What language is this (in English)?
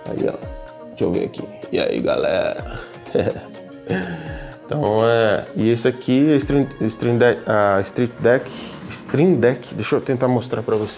Portuguese